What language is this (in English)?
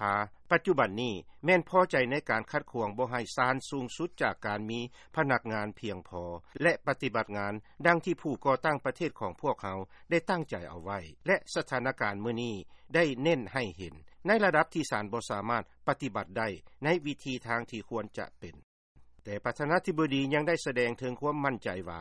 Lao